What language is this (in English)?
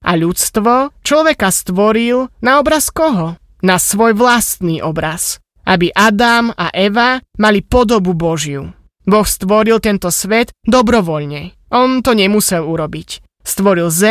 Slovak